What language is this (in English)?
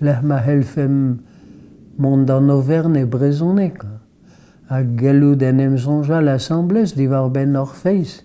Breton